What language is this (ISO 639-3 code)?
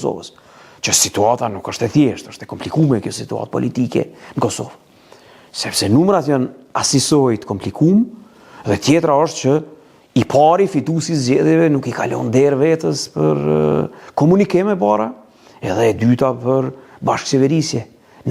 sqi